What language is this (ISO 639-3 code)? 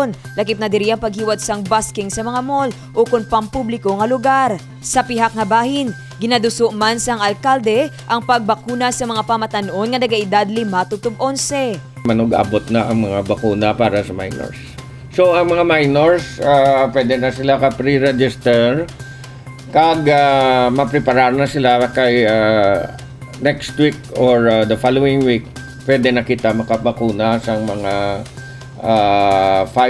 hil